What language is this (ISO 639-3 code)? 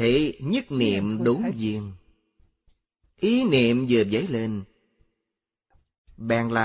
vie